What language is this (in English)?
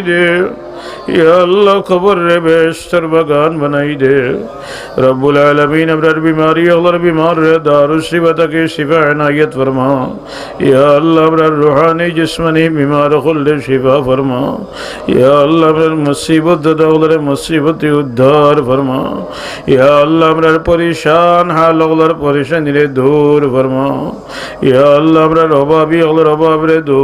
Sylheti